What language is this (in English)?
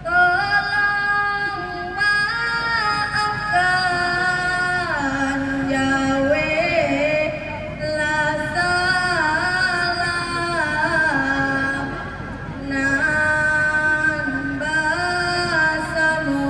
Minangkabau